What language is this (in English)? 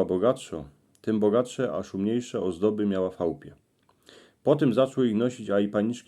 Silesian